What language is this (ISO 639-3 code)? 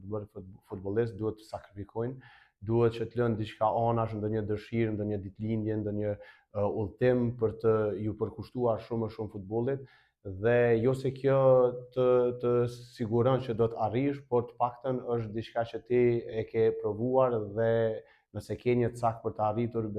sqi